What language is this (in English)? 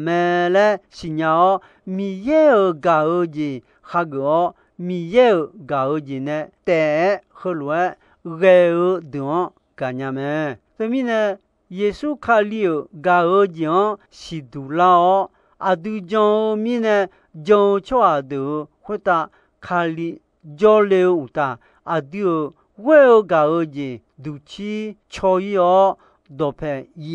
Akha